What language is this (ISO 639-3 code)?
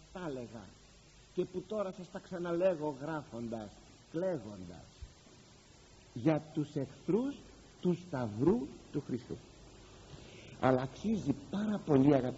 ell